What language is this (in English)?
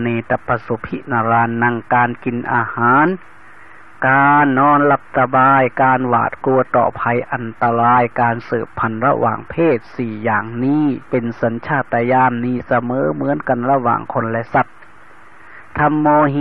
Thai